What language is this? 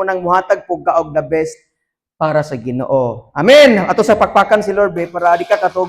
Cebuano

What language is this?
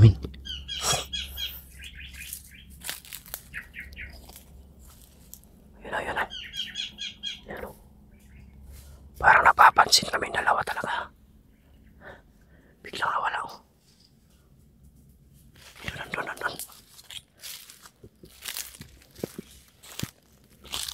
Filipino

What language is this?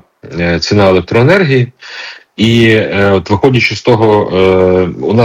Ukrainian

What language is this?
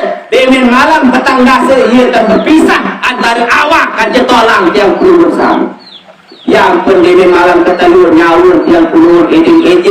Sasak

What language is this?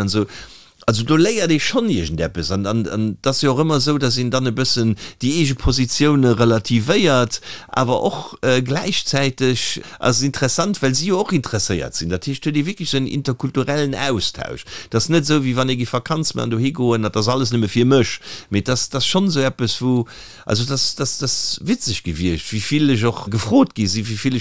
Luxembourgish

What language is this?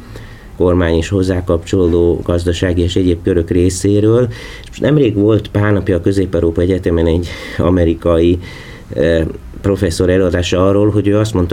Hungarian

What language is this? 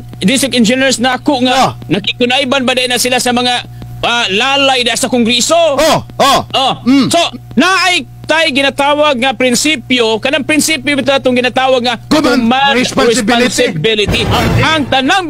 Cebuano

